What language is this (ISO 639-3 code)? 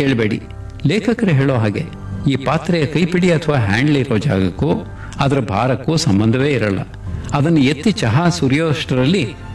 kan